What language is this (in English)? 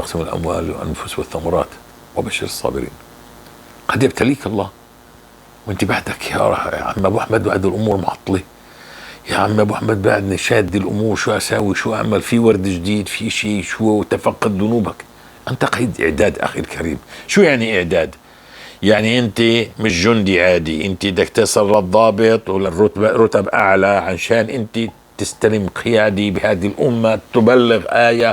North Levantine Arabic